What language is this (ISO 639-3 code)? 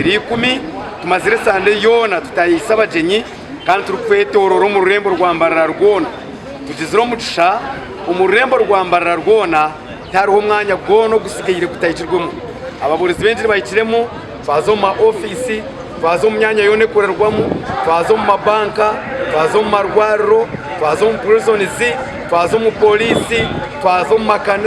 nyn